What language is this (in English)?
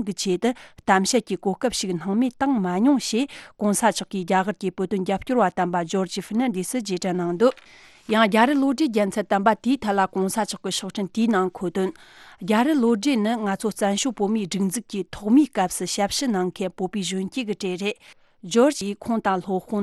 Tibetan